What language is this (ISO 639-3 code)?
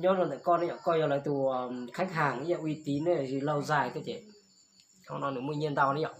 hmn